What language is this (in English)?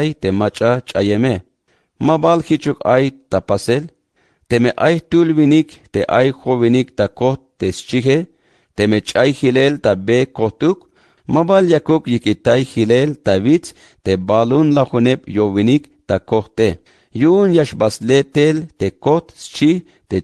Tzeltal